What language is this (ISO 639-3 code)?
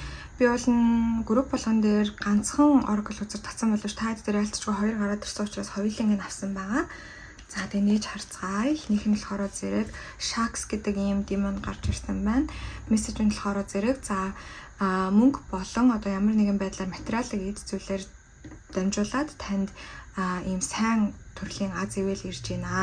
mon